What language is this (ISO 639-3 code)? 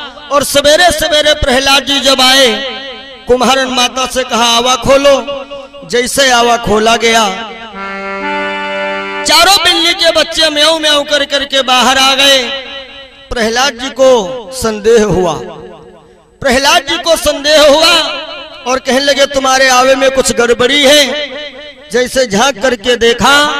hin